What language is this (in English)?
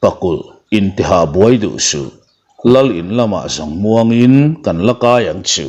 Mizo